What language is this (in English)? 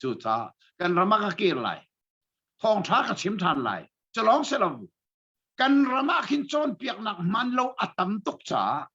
Hakha Chin